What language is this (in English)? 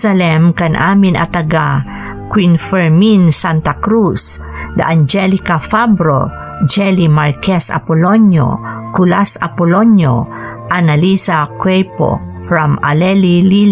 Iloko